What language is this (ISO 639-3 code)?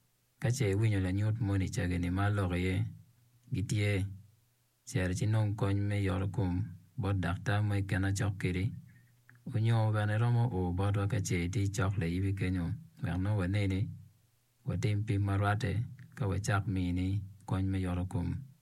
ach